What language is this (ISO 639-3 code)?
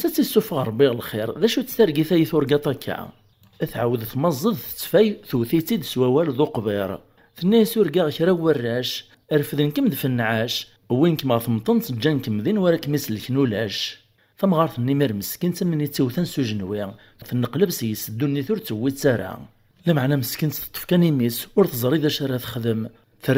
kab